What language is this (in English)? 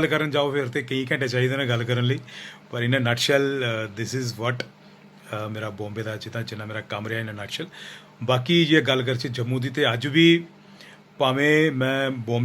Dogri